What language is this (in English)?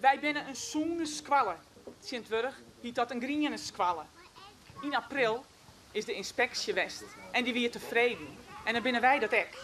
Western Frisian